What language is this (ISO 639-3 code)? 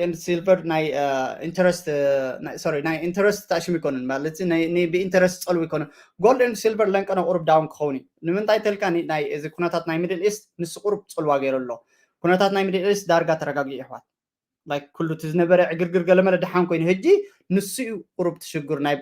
tir